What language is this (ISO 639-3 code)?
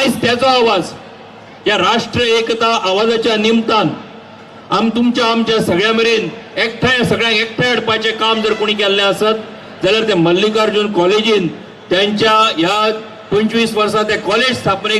kok